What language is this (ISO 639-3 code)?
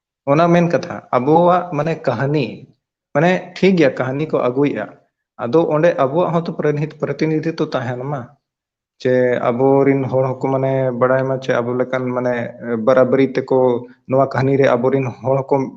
sat